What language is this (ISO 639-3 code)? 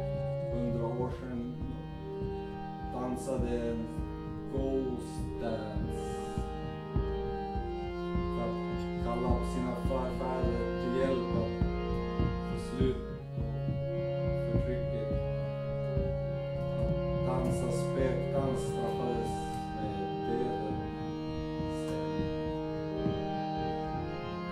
swe